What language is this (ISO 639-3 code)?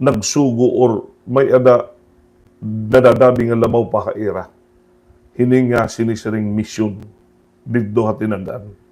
war